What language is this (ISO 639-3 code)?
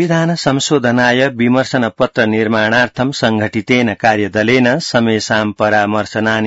san